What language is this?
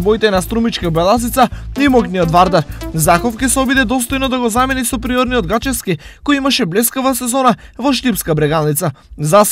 Macedonian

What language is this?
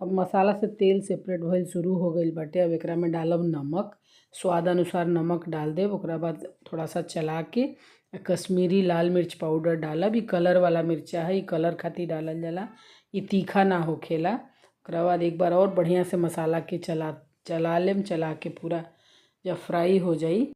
Bhojpuri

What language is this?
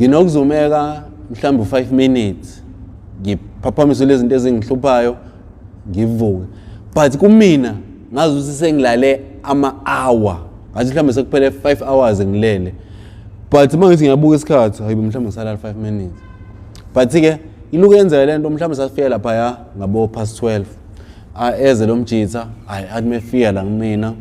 Zulu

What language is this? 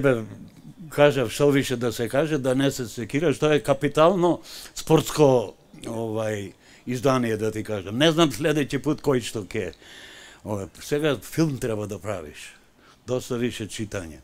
Macedonian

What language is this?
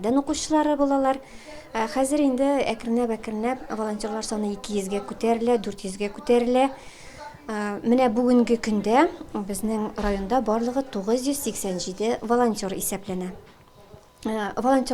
Tatar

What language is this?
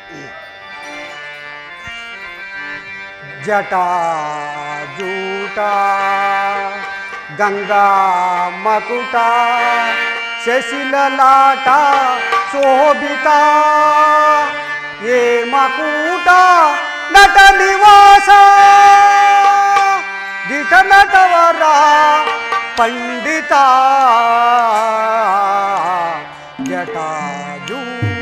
Kannada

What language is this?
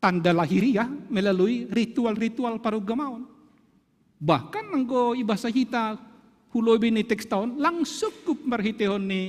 Batak Simalungun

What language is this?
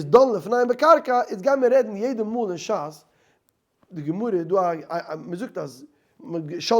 Yiddish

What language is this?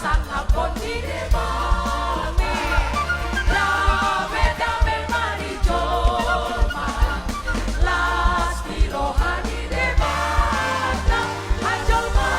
Batak Toba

